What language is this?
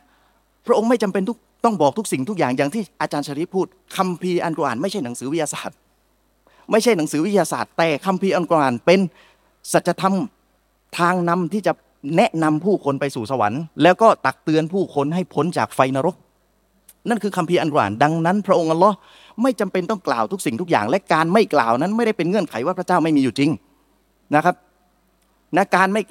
Thai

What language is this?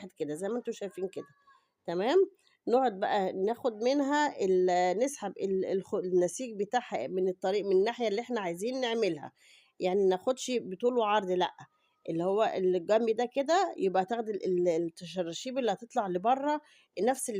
Egyptian Arabic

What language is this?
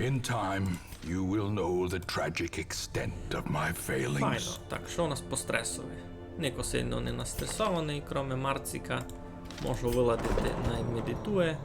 Rusyn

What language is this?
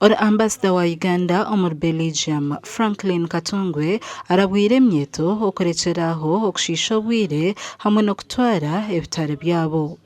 Nyankole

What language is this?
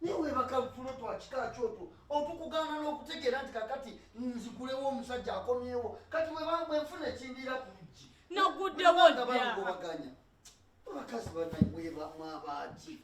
Ganda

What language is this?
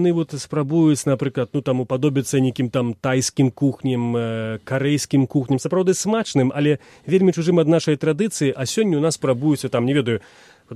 Belarusian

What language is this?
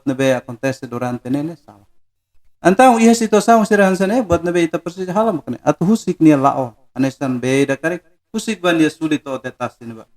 Tetum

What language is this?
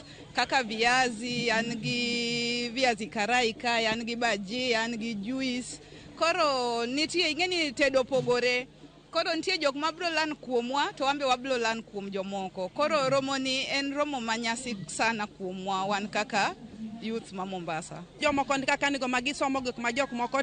Luo (Kenya and Tanzania)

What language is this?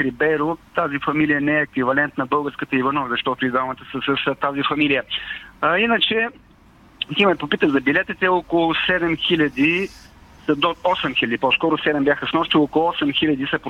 Bulgarian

